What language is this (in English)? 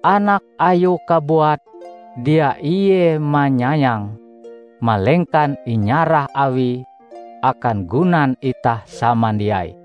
Ngaju